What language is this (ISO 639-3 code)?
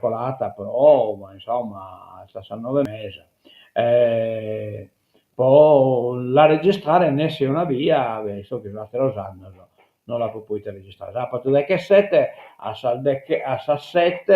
srd